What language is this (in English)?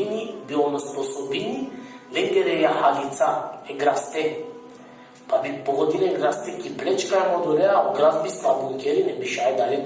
Balkan Romani